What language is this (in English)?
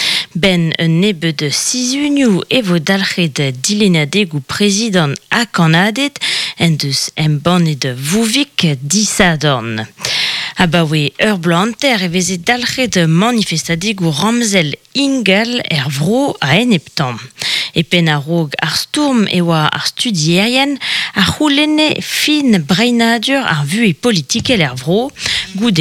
Breton